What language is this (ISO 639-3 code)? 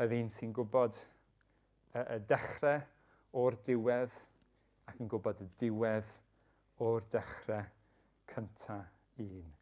cym